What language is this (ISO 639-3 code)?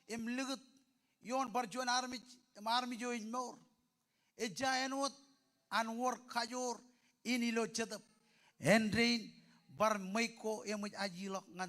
mah